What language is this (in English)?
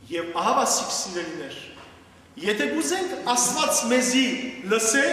Western Armenian